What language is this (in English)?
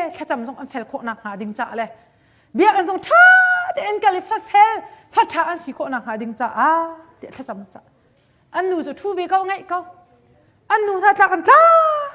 Hakha Chin